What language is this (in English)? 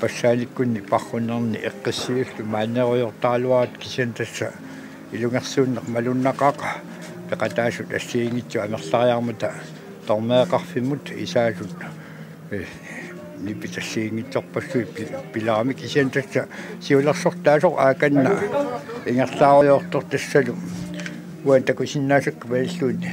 Kalaallisut